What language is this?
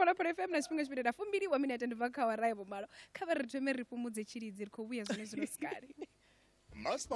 Venda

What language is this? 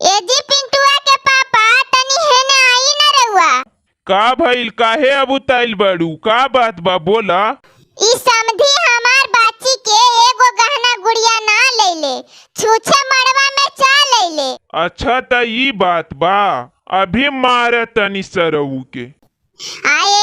Bhojpuri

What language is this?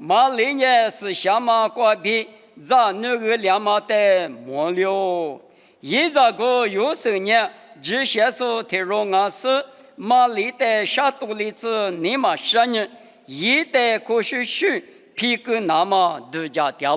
Lisu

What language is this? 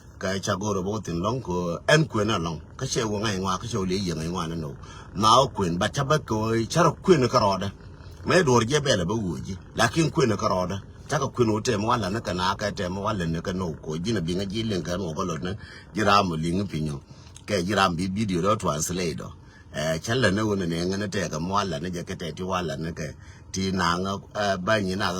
Nuer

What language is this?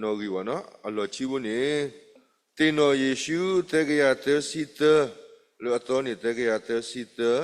S'gaw Karen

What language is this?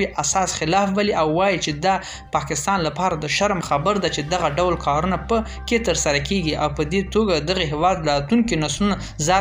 Pashto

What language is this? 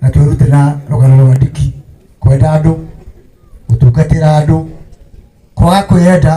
Kikuyu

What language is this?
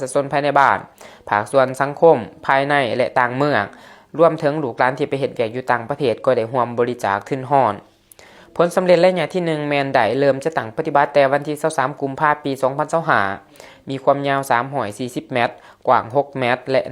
Lao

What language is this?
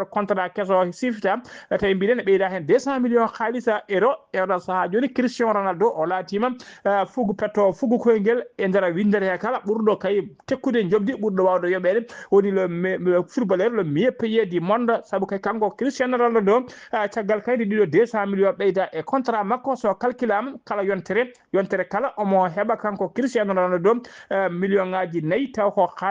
Fula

